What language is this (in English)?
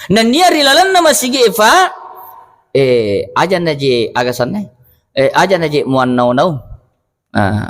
Buginese